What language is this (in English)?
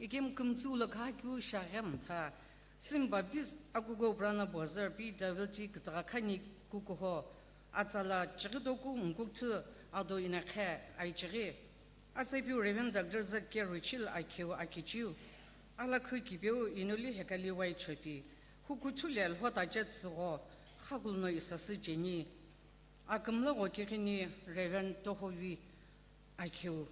Sumi Naga